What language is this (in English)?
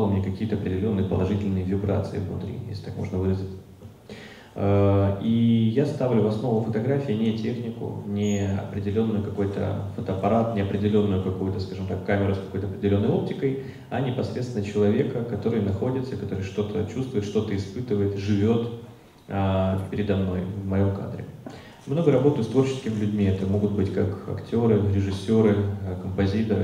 Russian